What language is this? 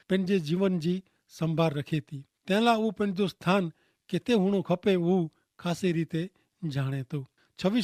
Kachhi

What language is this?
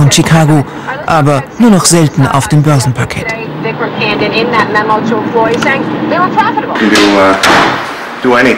German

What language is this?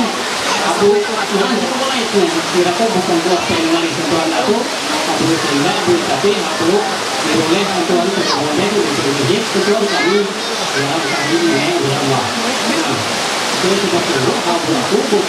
Ma'anyan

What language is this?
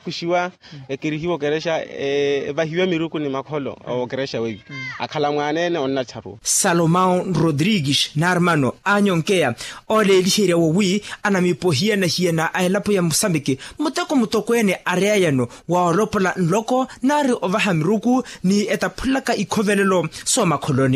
Makhuwa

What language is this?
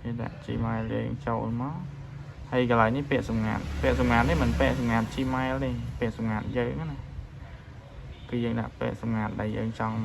Khmer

